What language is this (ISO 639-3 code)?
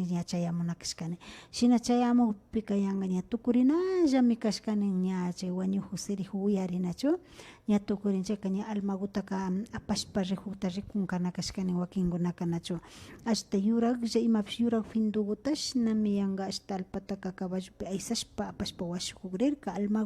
qvi